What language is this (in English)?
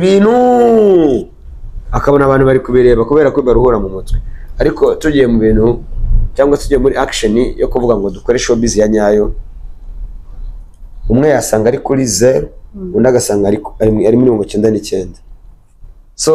Kinyarwanda